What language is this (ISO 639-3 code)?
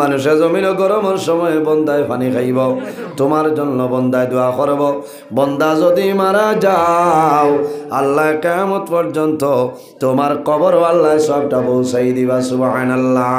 syl